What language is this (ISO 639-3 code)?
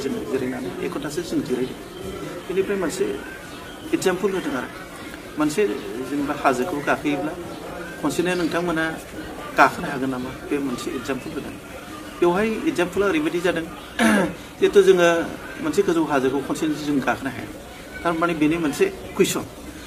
brx